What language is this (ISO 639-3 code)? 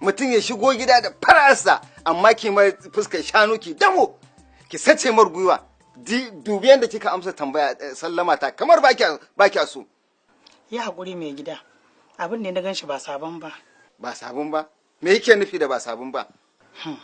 hau